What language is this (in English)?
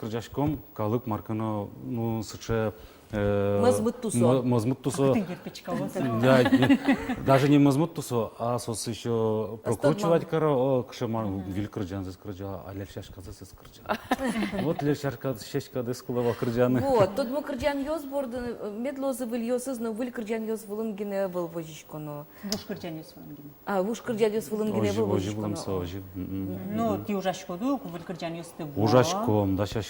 Udmurt